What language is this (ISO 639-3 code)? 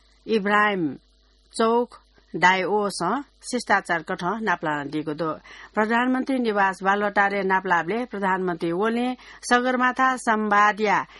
new